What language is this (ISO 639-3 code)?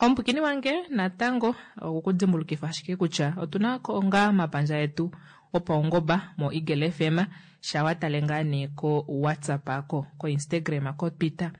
kua